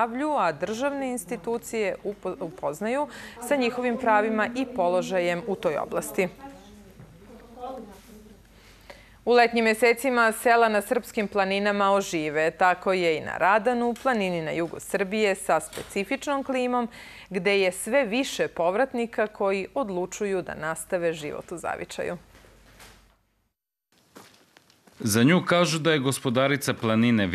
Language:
Serbian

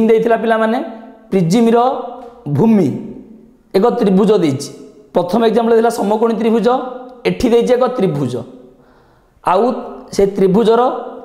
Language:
Odia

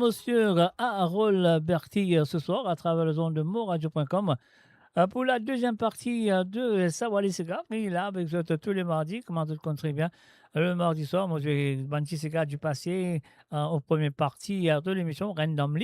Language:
Morisyen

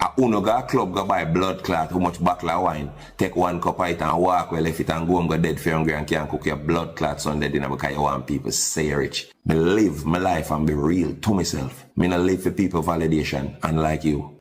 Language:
Jamaican Creole English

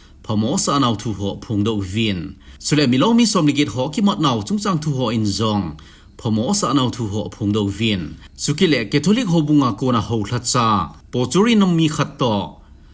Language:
Thado Chin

